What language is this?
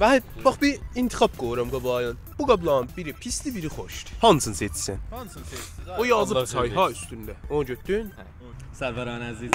South Azerbaijani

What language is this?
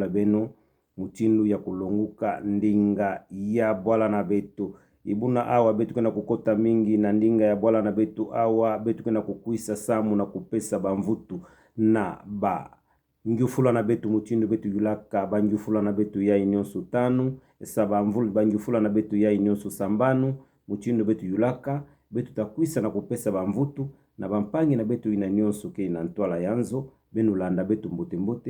Kituba (Democratic Republic of Congo)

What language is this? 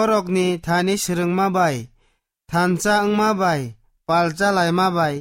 Kok Borok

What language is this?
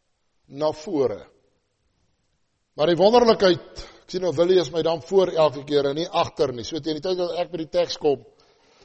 Afrikaans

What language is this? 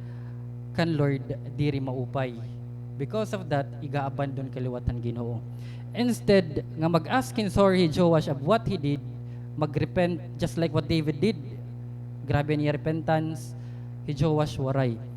Waray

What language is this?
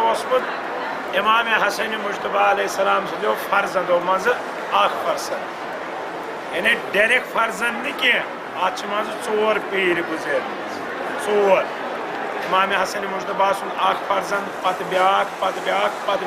Kashmiri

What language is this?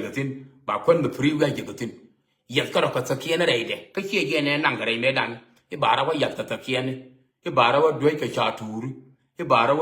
Nuer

